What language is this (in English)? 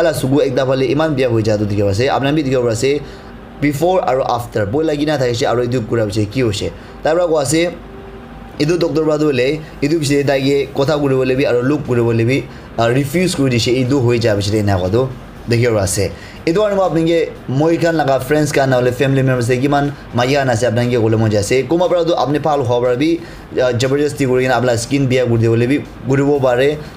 Naga Pidgin